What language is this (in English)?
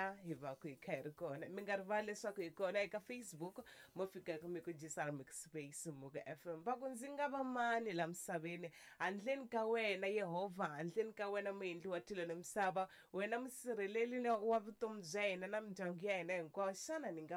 Tsonga